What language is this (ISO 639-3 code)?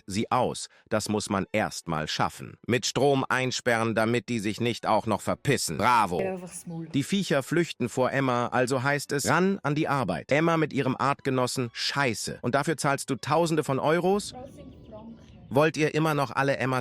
gsw